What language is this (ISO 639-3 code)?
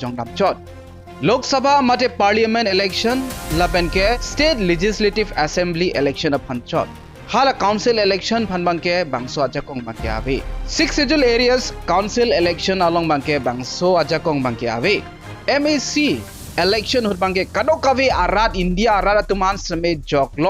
mjw